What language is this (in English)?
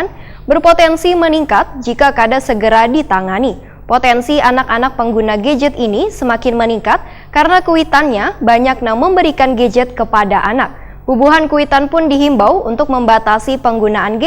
Banjar